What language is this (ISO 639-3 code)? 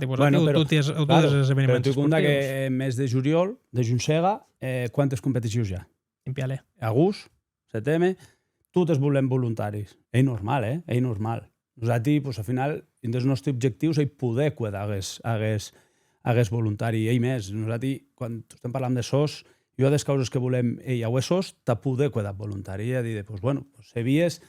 oci